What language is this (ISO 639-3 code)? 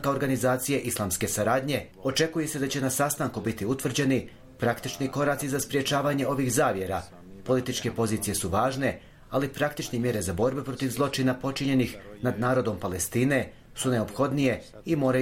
bos